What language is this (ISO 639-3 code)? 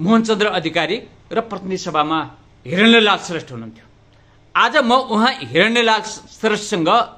nep